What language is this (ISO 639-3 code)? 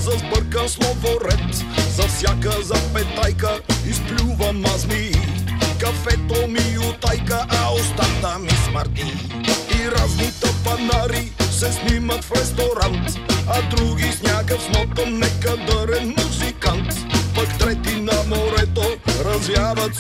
bul